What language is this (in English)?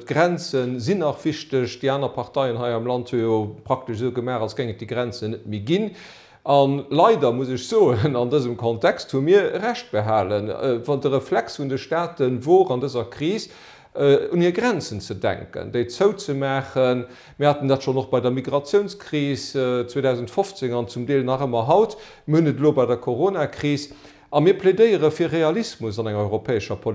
Luxembourgish